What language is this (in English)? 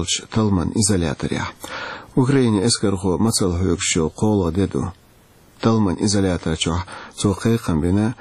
Chechen